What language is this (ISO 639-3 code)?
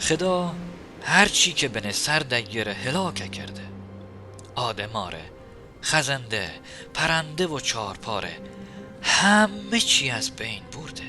mzn